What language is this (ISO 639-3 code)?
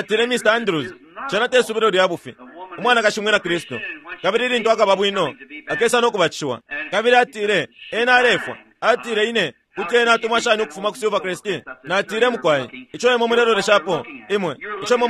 bem